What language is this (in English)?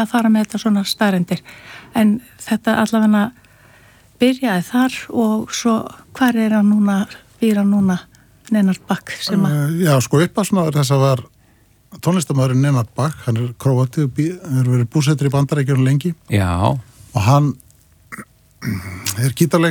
Icelandic